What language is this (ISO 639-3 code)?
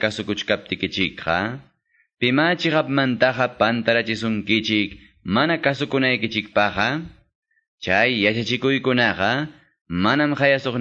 que